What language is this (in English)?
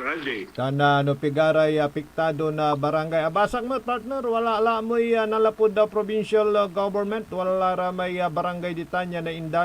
Pangasinan